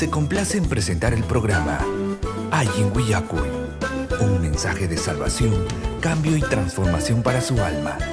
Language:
Ayacucho Quechua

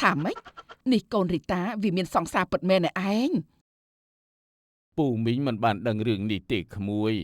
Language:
Khmer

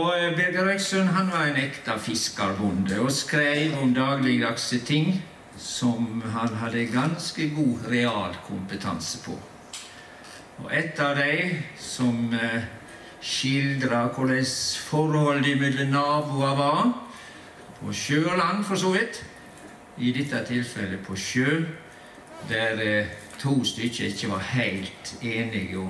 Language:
Norwegian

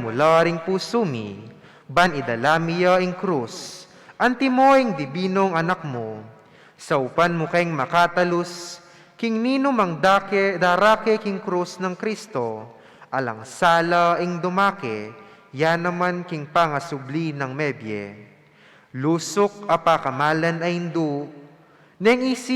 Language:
Pampanga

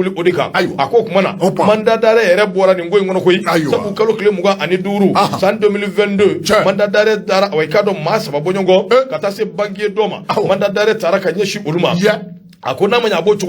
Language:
Bambara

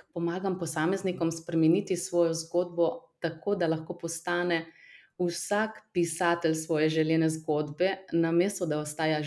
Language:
Slovenian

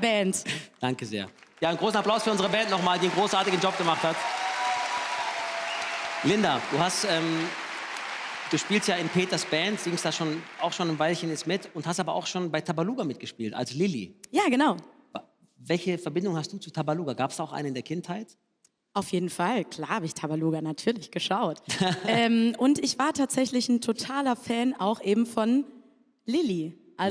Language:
German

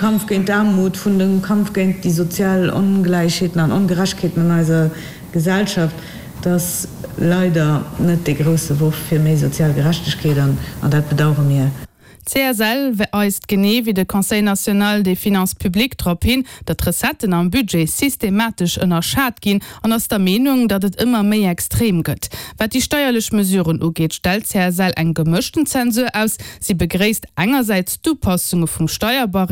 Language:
Luxembourgish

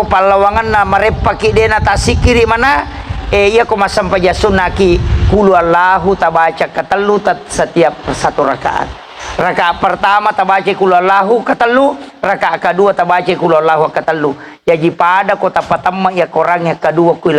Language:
Buginese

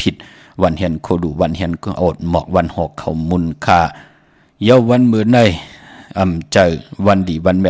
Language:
Shan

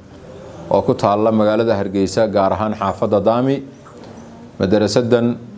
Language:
Somali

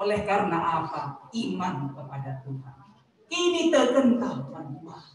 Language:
Batak Karo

